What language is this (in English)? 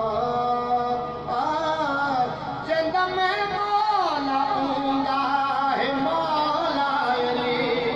Saraiki